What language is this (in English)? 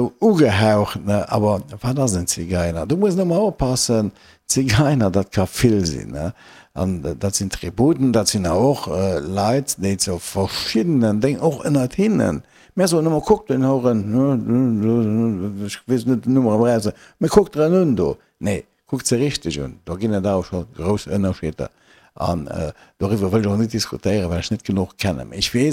Luxembourgish